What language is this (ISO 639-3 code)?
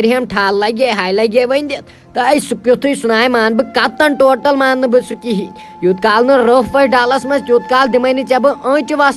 kas